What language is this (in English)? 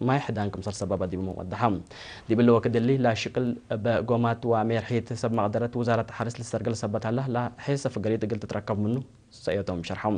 Tigre